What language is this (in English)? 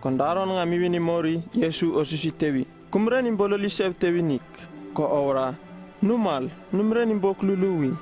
Uripiv-Wala-Rano-Atchin